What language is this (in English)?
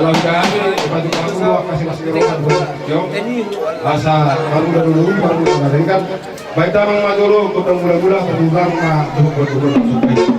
Batak Toba